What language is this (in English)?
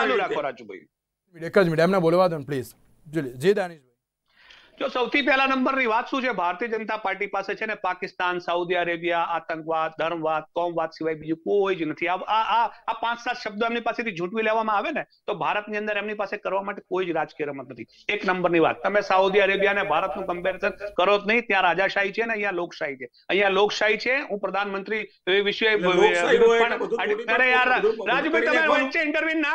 Gujarati